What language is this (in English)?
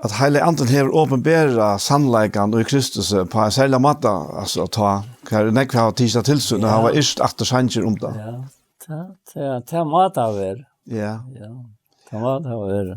Faroese